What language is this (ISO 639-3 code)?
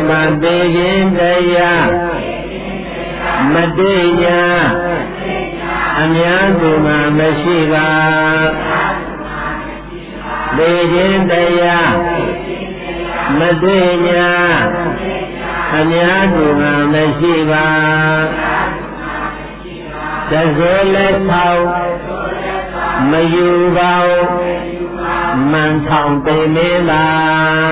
mya